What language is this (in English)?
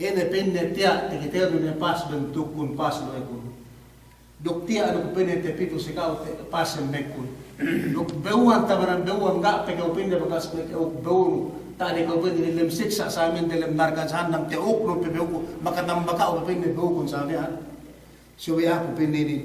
Yakan